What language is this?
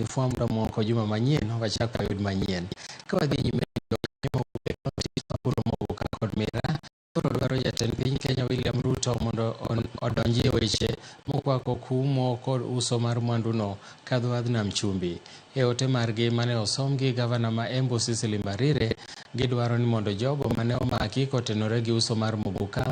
Luo (Kenya and Tanzania)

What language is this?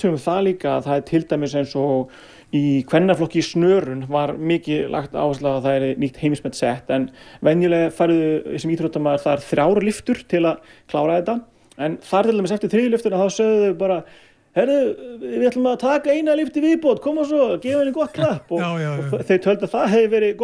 Icelandic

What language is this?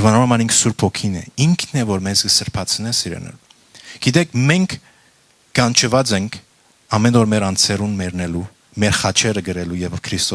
Western Armenian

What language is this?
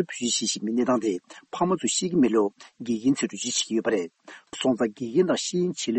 Tibetan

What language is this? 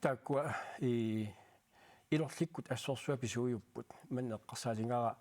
Kalaallisut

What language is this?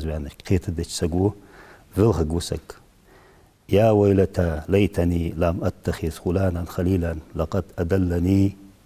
Ingush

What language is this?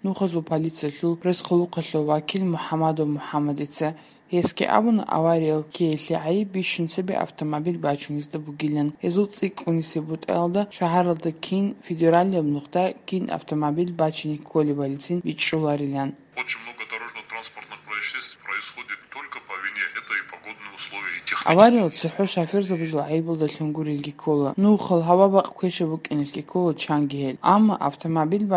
Georgian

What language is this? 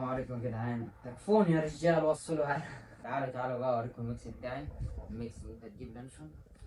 Egyptian Arabic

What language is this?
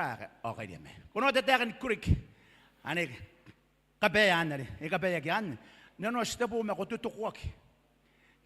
Gilbertese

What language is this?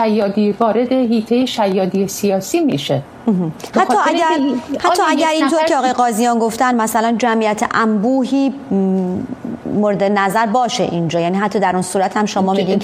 Persian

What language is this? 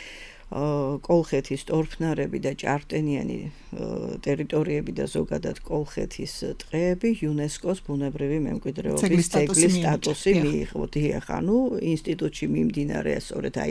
Georgian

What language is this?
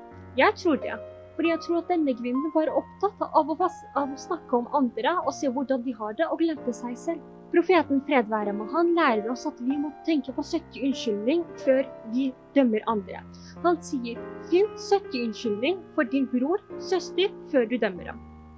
Norwegian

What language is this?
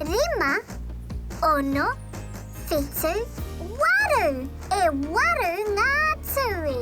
Māori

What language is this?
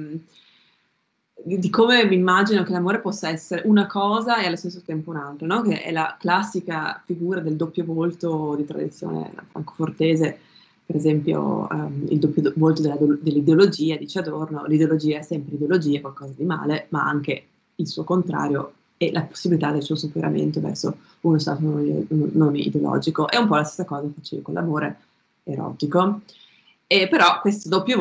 Italian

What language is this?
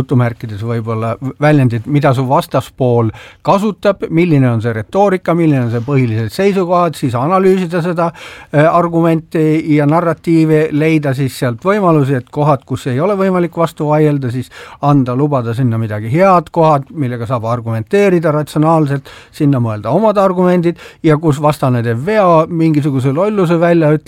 Estonian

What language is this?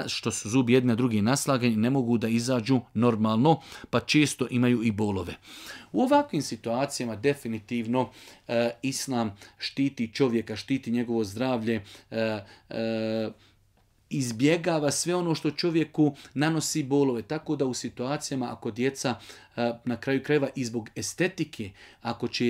Bosnian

